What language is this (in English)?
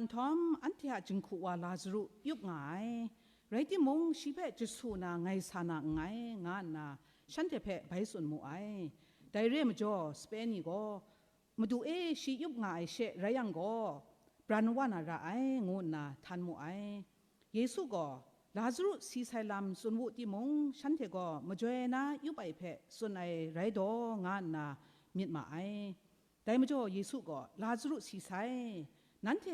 Kachin